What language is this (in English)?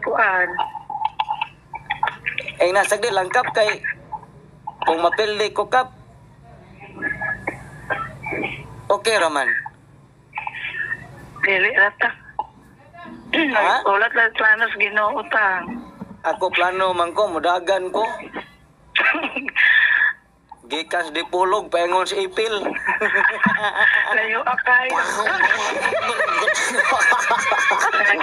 Cebuano